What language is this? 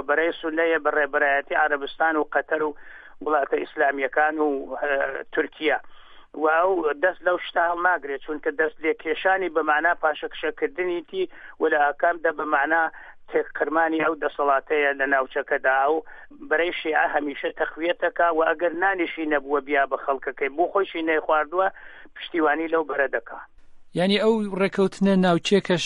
Central Kurdish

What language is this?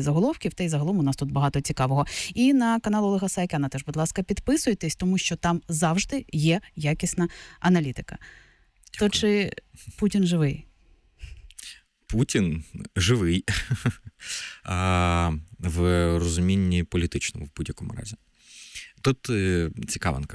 Ukrainian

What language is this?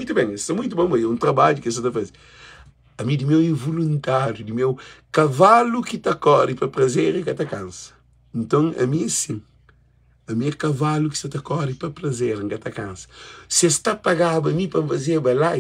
Kabuverdianu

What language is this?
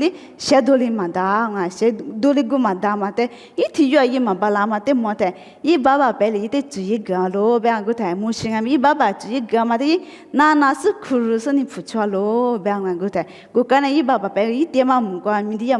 Lisu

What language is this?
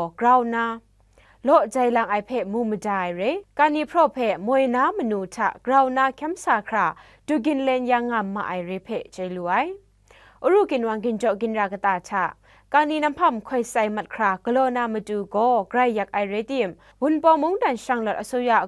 Kachin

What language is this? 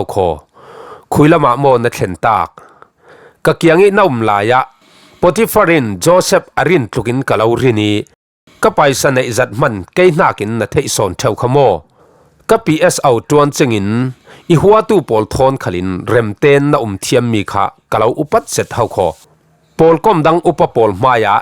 Falam Chin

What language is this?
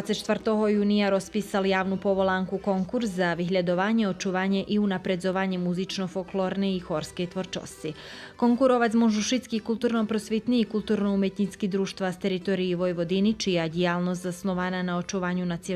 Rusyn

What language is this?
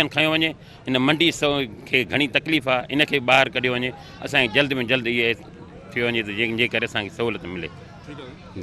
Sindhi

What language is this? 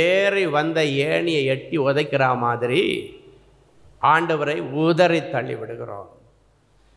Tamil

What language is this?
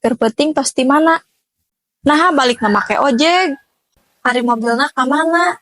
Sundanese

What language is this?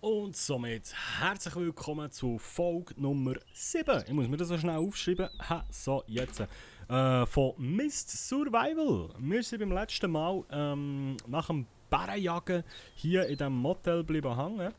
Swiss German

